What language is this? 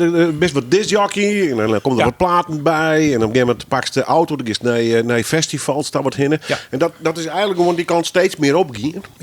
Western Frisian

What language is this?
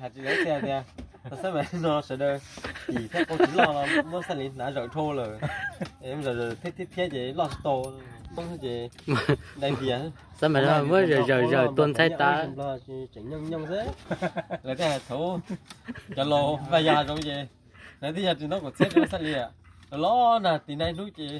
Hmong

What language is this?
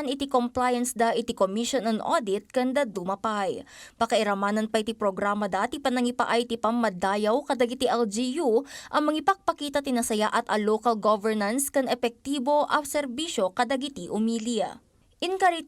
Iloko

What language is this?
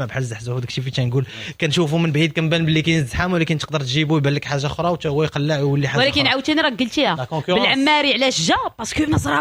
Moroccan Arabic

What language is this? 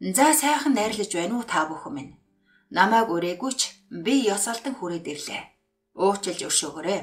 Mongolian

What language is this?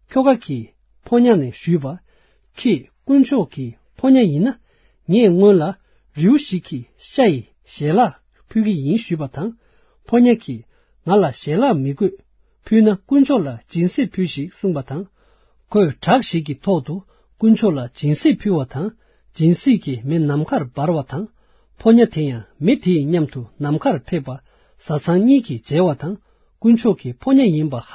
Tibetan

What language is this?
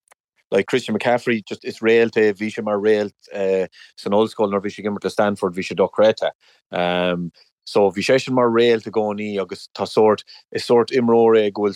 Irish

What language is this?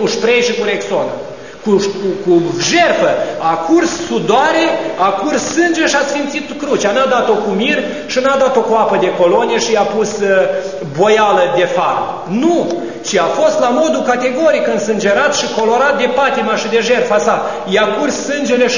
Romanian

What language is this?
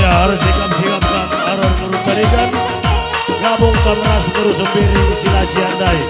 Batak Karo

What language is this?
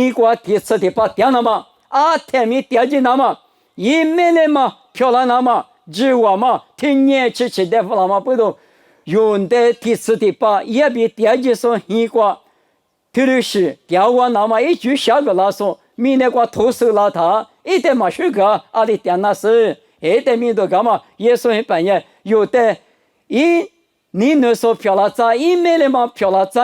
Lisu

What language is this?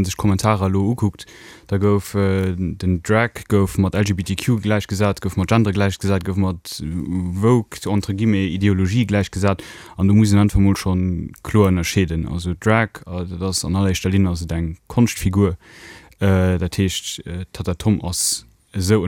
Luxembourgish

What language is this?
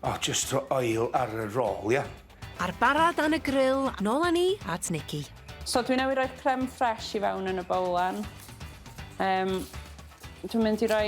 Welsh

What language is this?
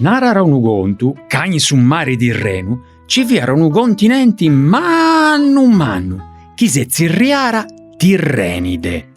Sardinian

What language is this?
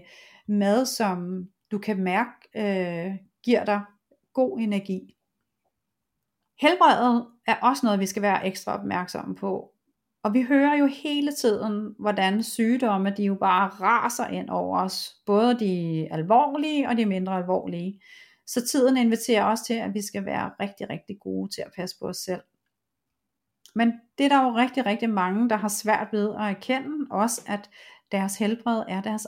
Danish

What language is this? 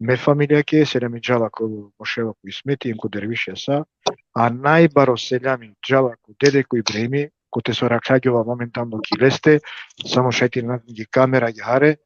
Balkan Romani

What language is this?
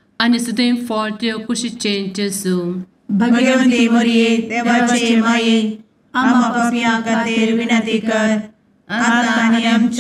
Konkani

